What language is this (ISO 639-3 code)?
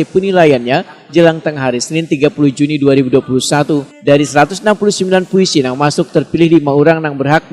bjn